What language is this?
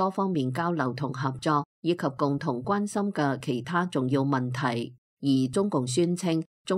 Cantonese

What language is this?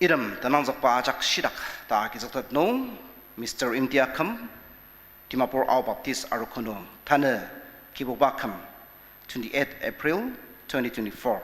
Ao Naga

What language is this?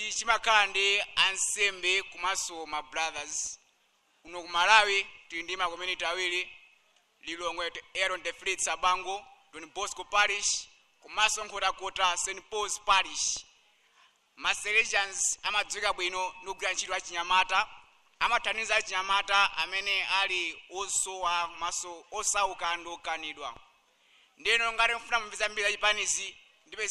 Nyanja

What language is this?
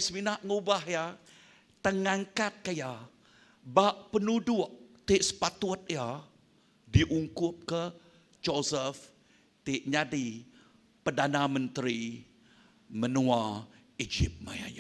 Iban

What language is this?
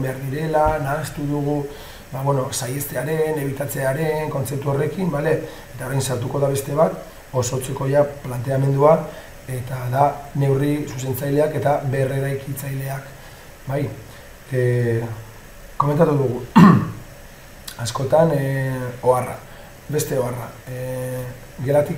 Basque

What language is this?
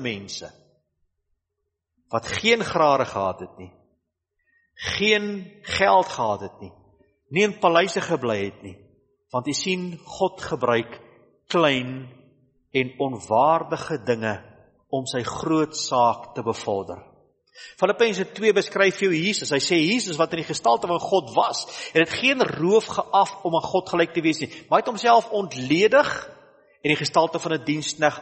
Afrikaans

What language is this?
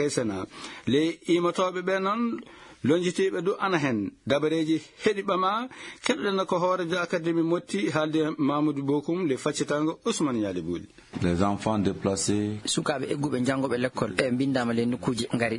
Fula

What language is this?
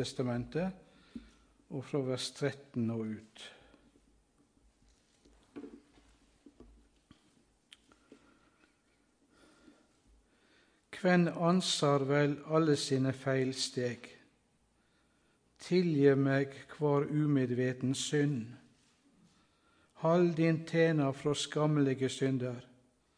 Norwegian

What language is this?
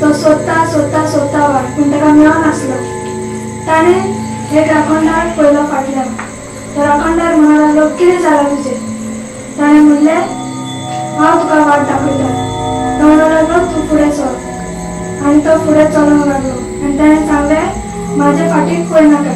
Konkani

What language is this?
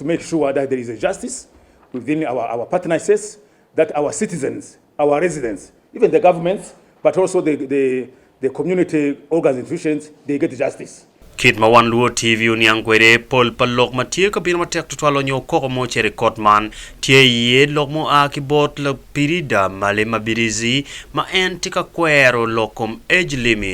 Acoli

